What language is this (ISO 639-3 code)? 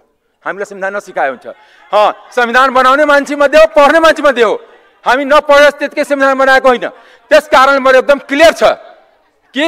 nep